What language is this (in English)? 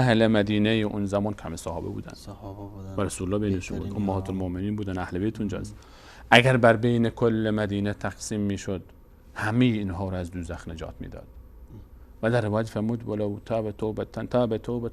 Persian